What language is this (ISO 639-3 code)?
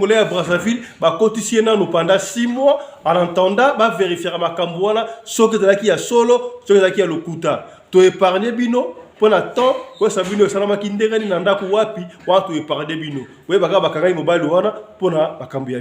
lin